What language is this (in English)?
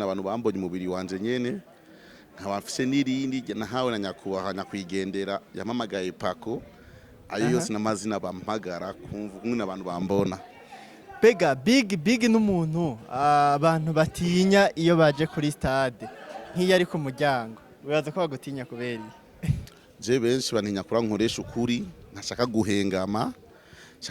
Rundi